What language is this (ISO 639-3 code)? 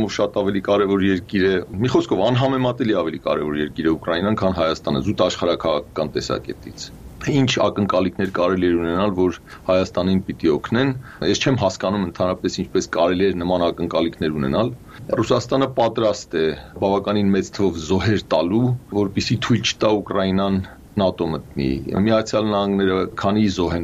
hye